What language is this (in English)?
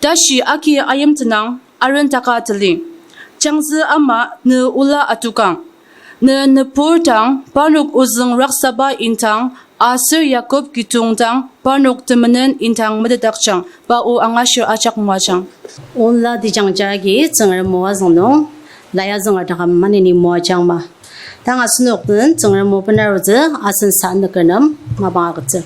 Ao Naga